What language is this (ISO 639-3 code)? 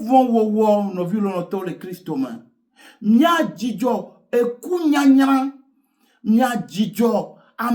ewe